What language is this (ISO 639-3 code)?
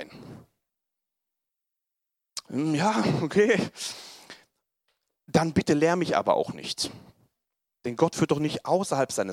deu